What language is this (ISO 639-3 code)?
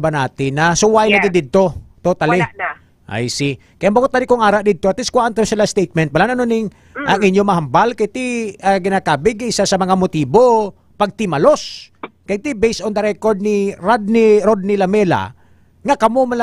hil